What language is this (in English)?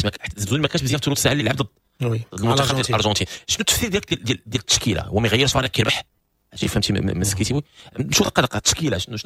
Moroccan Arabic